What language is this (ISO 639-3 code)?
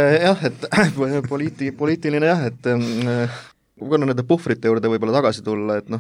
est